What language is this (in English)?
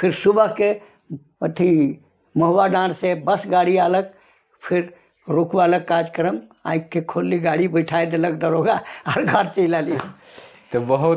Sadri